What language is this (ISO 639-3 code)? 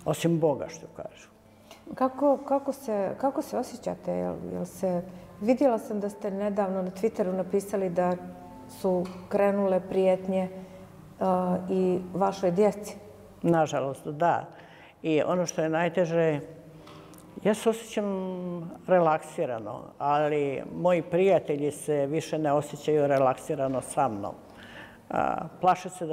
srp